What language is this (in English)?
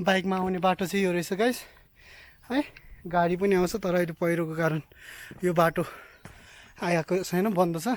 Nepali